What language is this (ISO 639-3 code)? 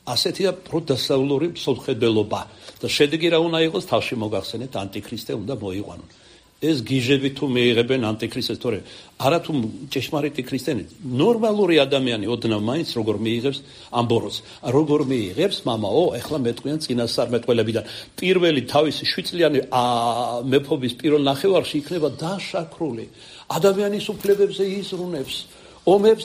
kat